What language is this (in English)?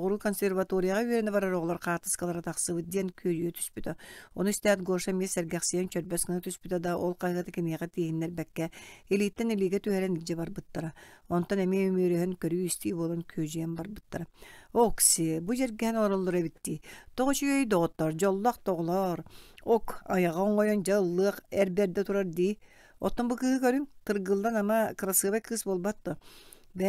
Yakut